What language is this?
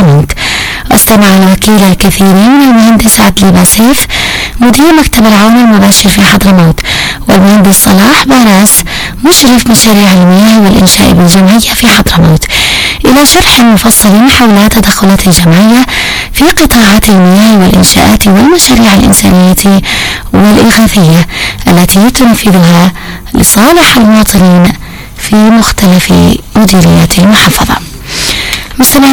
Arabic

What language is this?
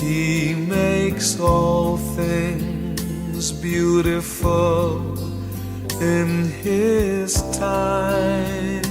Nyanja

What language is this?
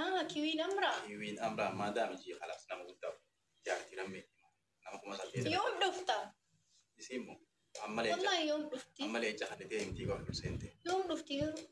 Oromo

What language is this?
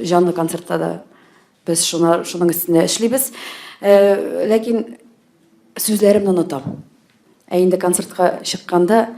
Tatar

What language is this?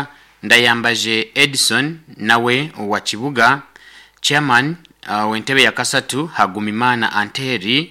Nyankole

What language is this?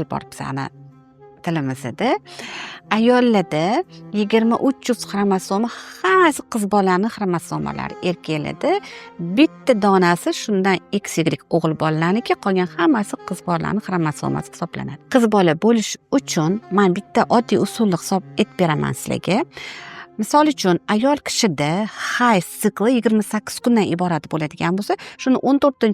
Uzbek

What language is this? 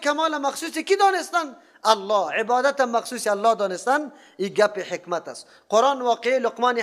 Persian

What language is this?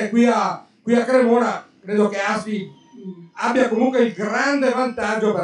Italian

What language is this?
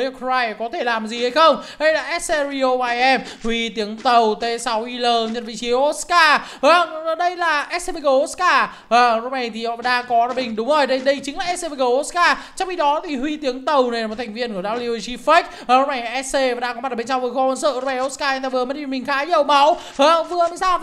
Vietnamese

